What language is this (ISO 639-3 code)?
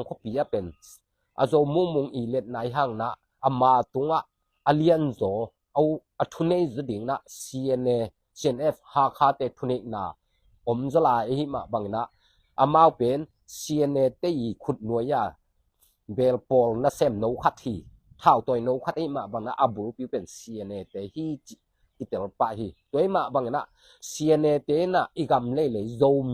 ctd